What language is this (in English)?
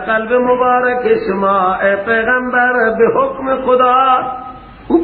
Persian